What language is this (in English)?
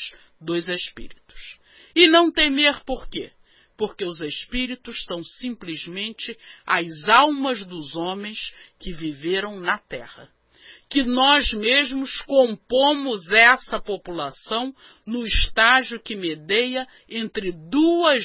Portuguese